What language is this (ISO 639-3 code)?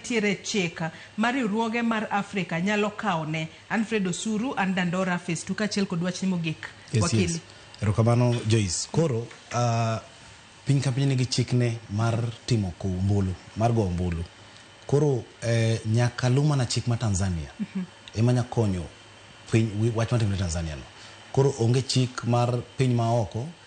luo